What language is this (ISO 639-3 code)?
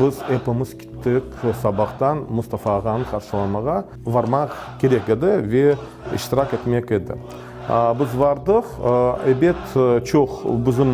crh